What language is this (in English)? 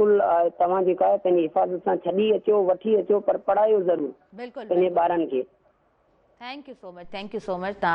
Sindhi